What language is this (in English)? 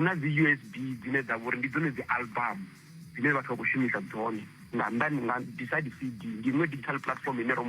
Venda